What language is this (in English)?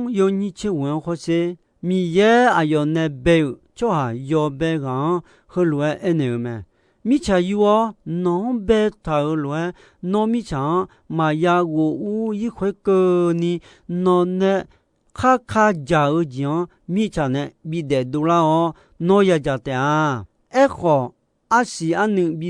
Akha